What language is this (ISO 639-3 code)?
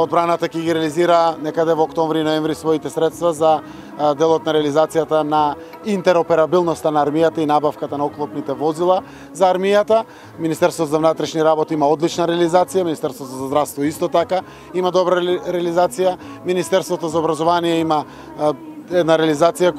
mkd